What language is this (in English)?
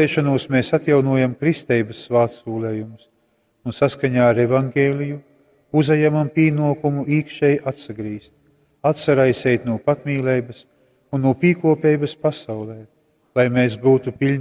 Latgalian